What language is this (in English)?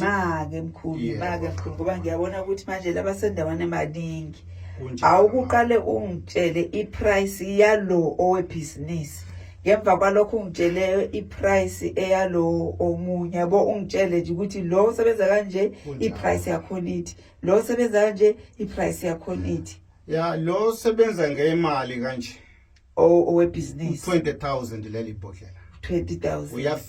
Zulu